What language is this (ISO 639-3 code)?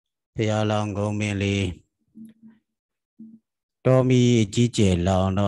mya